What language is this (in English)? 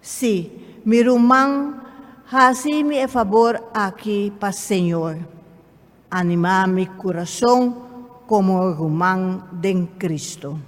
Papiamento